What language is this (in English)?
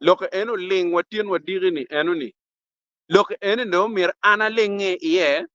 Acoli